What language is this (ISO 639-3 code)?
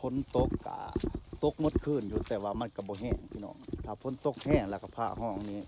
tts